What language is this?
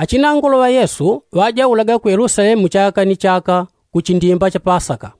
Yao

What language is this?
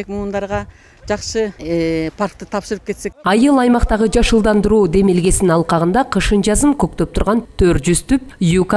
Kyrgyz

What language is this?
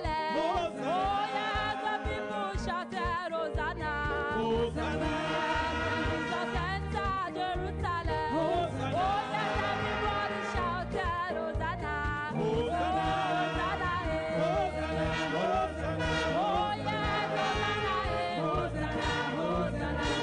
Ewe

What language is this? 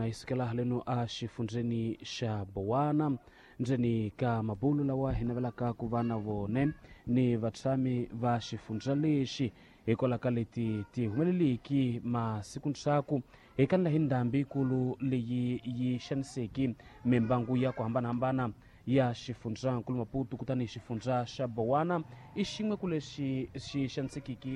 Tsonga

